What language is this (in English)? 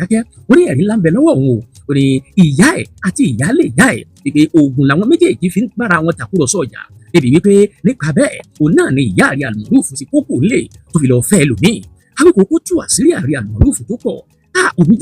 Yoruba